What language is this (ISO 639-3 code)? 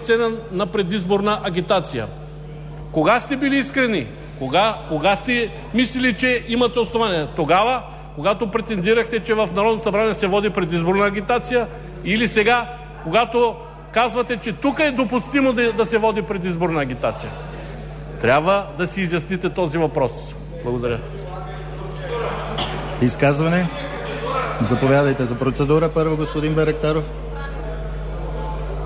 bul